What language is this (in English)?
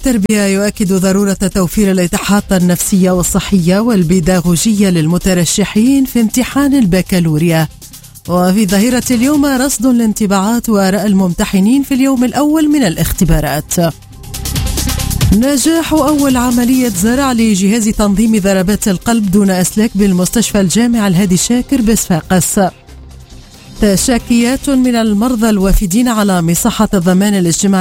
Tunisian Arabic